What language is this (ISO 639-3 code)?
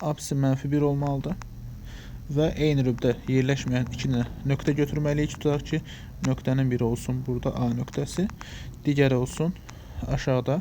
aze